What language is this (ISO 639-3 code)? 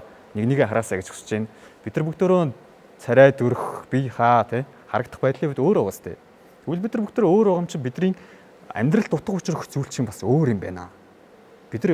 mon